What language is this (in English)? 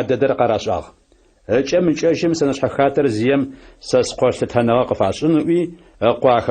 Adyghe